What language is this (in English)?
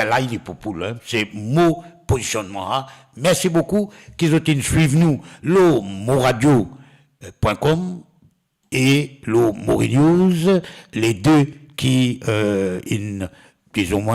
Morisyen